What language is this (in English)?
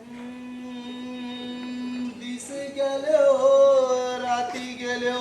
Konkani